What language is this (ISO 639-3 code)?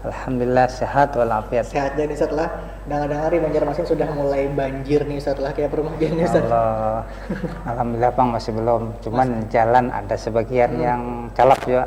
bjn